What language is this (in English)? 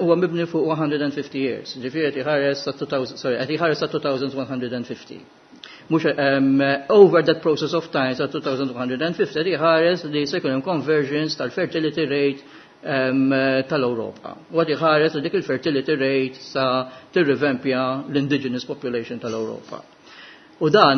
Maltese